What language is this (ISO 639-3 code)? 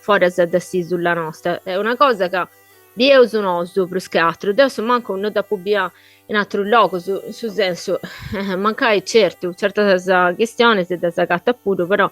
srd